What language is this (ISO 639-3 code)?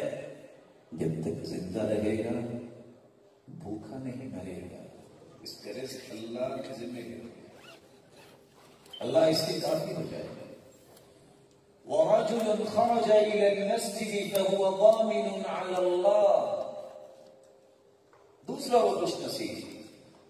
urd